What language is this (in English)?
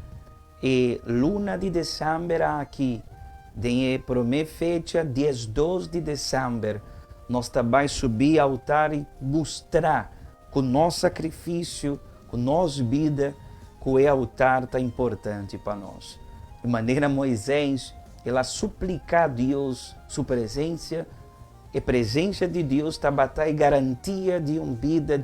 Papiamento